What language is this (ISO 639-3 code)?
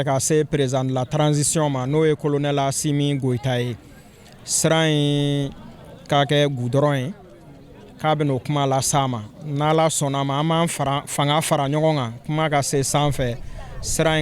bam